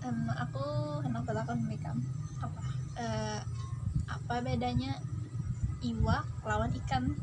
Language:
Banjar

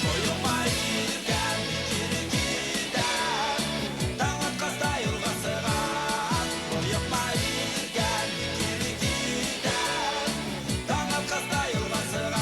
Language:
Bashkir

